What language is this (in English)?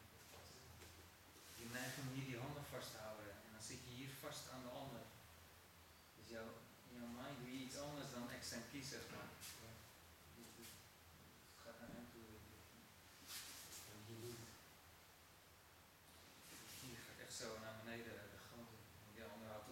Dutch